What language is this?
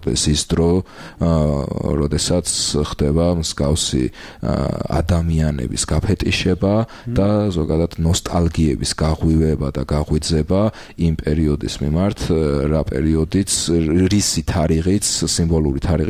Georgian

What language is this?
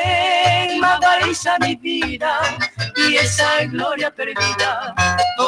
Guarani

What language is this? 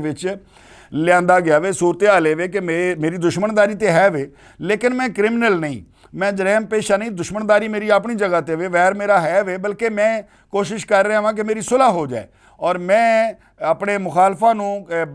Western Panjabi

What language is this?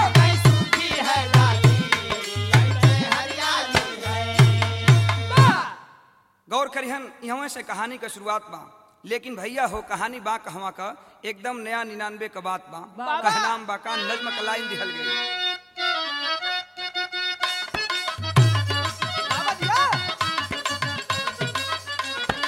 Bhojpuri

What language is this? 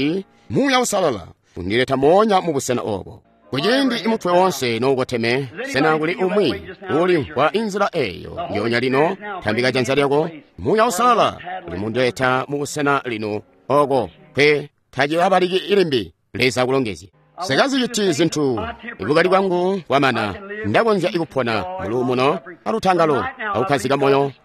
Tonga (Zambia)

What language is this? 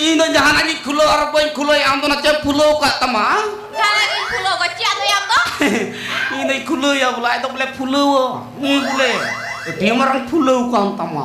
Santali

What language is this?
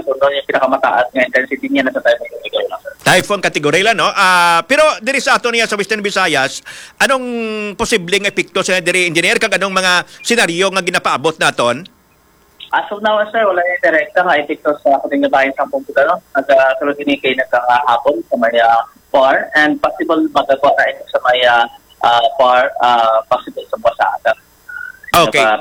Hiligaynon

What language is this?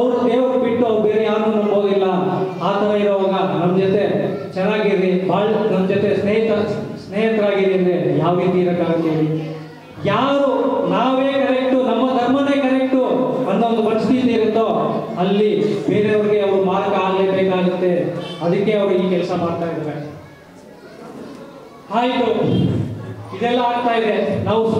Kannada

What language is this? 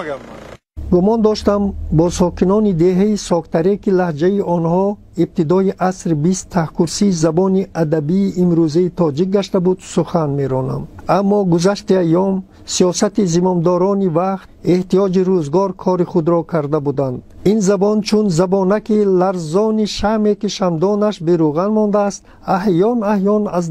Tajik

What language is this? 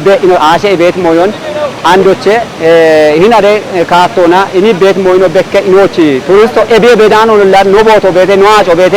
Kafa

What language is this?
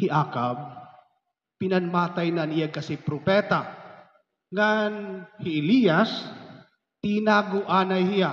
Waray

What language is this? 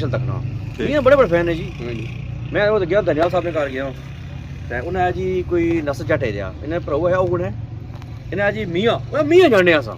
Pahari-Potwari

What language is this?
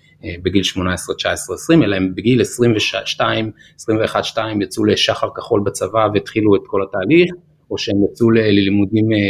Hebrew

